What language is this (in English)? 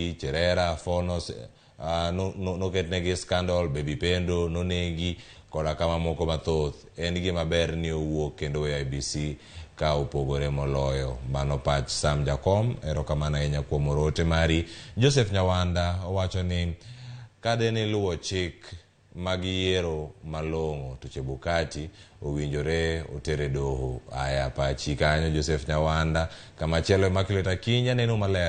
Luo (Kenya and Tanzania)